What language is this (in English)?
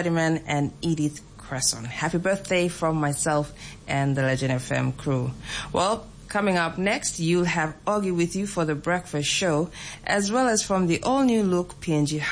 English